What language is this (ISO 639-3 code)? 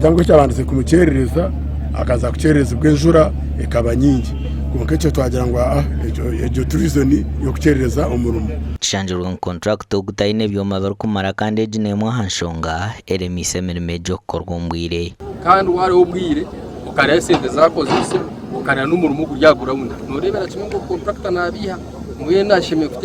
nyn